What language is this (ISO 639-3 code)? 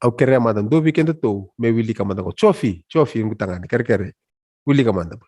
fij